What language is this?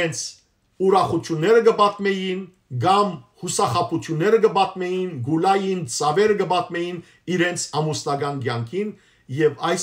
Western Armenian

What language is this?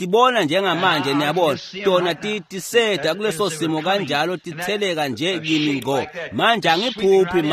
Swati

